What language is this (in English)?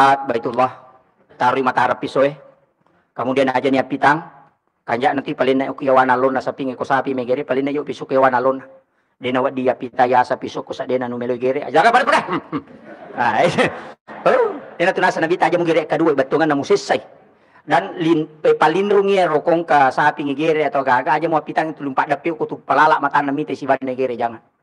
Buginese